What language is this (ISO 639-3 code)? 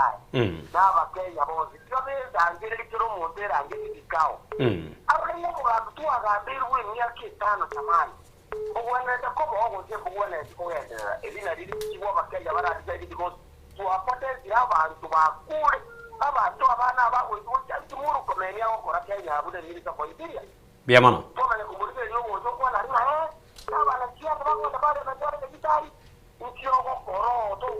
guz